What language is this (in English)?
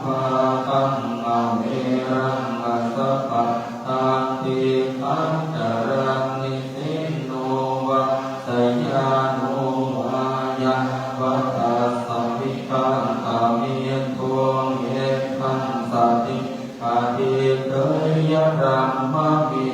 Pali